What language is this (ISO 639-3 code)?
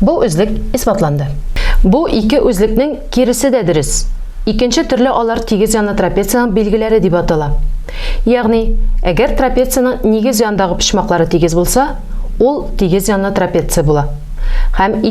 tat